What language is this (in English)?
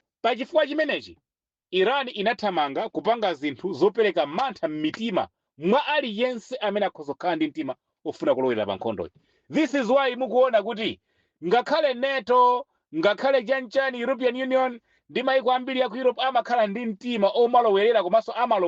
Nyanja